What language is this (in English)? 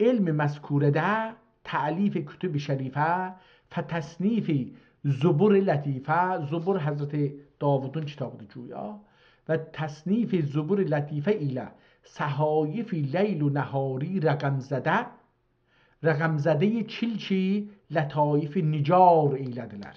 South Azerbaijani